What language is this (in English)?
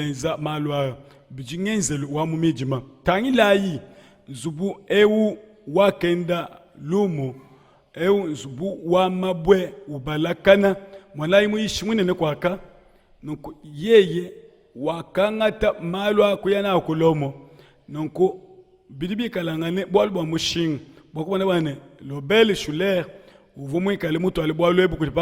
Luba-Lulua